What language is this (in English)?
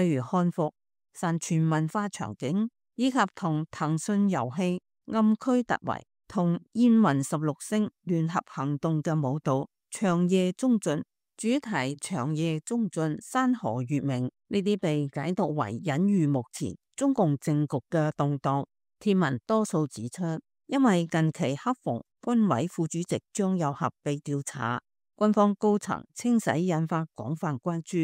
Cantonese